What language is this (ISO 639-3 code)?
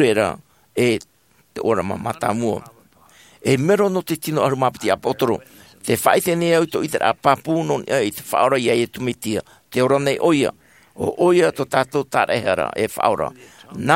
tah